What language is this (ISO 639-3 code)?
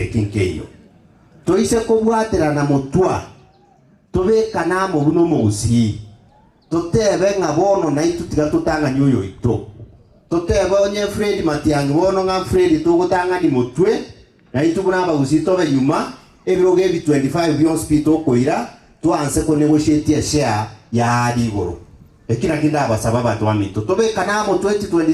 guz